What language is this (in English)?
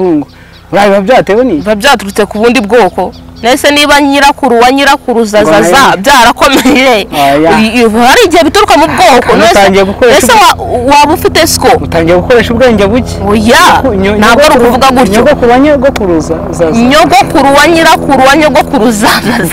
Kinyarwanda